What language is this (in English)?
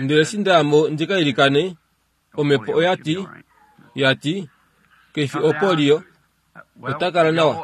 Kuanyama